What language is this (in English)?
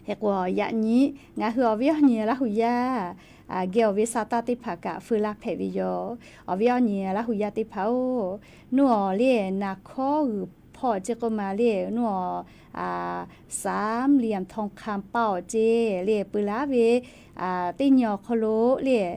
Lahu